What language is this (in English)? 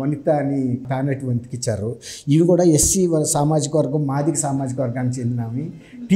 Telugu